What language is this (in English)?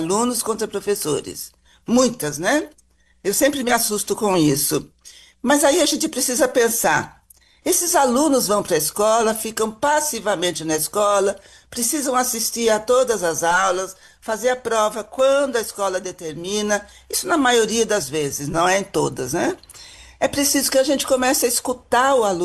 Portuguese